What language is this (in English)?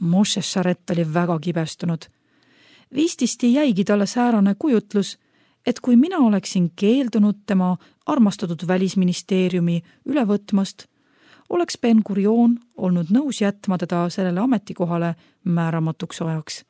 Estonian